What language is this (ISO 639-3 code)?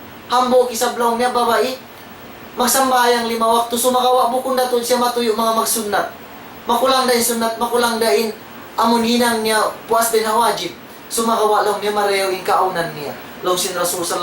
tsg